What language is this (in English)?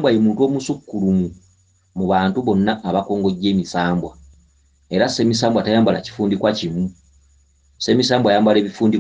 Ganda